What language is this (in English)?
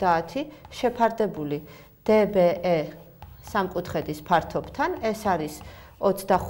Georgian